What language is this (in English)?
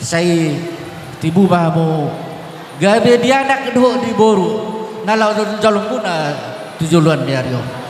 Batak Toba